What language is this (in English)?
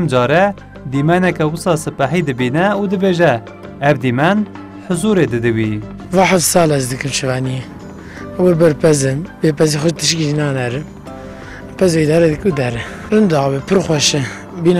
Kurdish